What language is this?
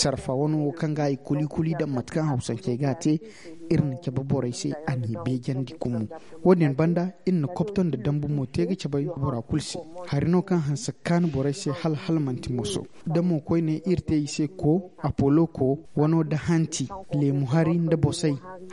Zarma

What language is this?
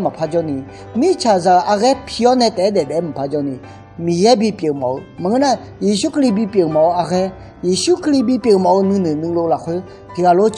Akha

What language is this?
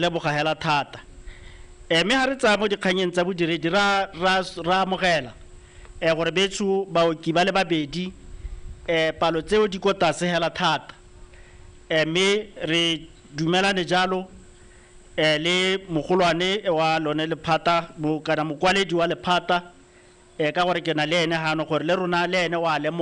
Tswana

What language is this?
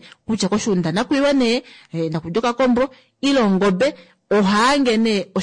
Kuanyama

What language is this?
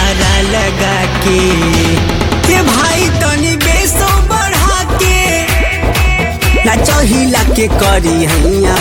Bhojpuri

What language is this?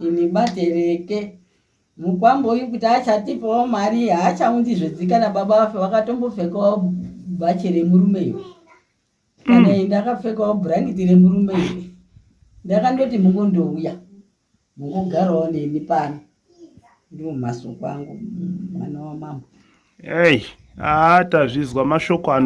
Shona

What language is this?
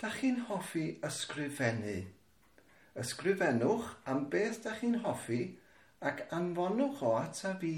Welsh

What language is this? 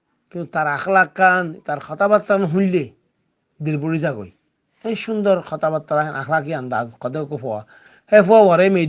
Rohingya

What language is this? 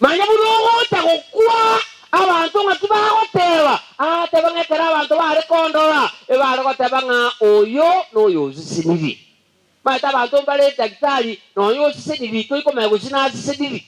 Gusii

